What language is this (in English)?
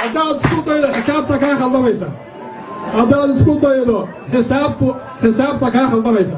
Somali